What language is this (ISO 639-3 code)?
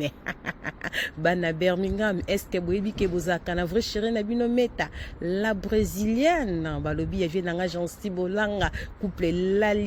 lin